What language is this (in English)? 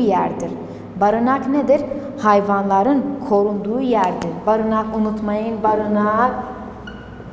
Turkish